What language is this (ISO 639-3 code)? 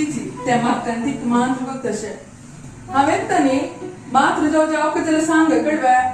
kok